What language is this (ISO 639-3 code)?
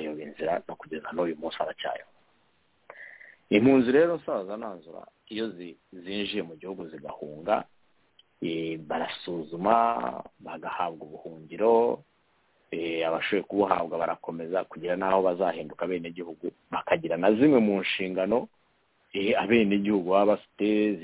kin